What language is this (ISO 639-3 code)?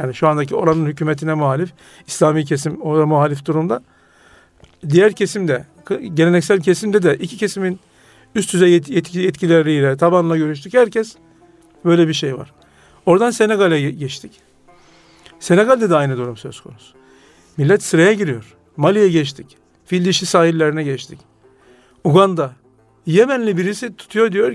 tur